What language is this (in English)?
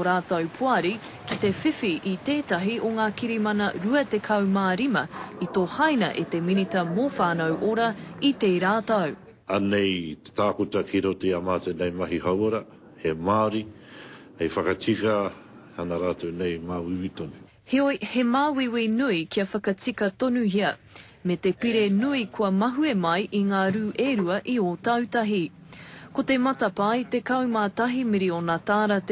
Māori